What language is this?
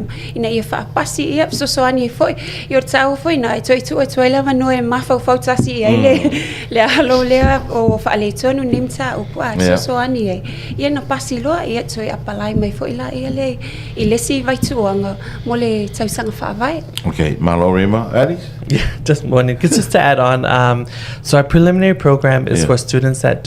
Samoan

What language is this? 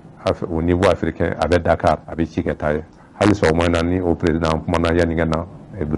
Bambara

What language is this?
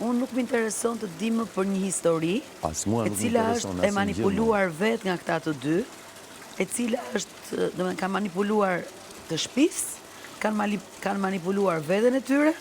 Albanian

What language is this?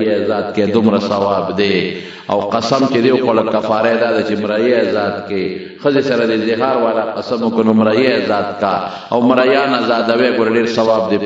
Pashto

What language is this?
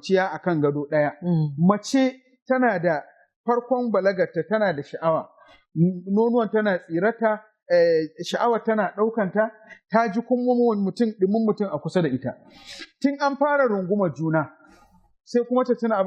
Hausa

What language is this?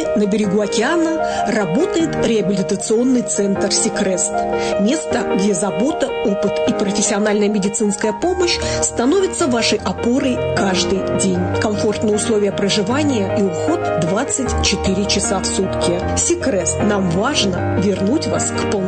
Russian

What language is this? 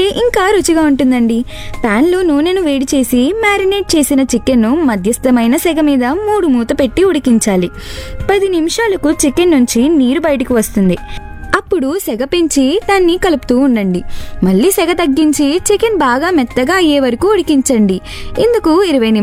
Telugu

